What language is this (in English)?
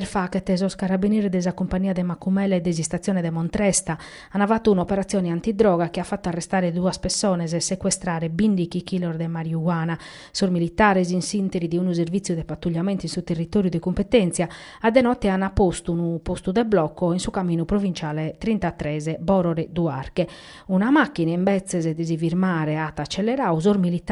Sardinian